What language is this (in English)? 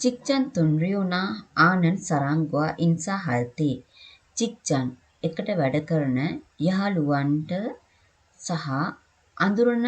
Sinhala